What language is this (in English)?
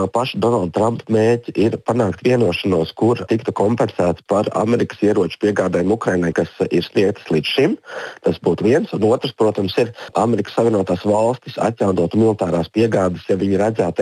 Latvian